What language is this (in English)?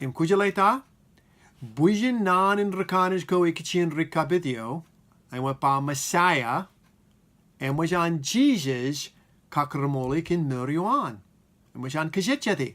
Marshallese